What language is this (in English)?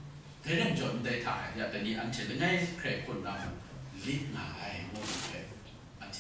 Kachin